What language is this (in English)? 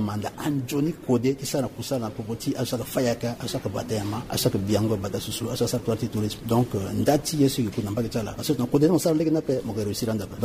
Sango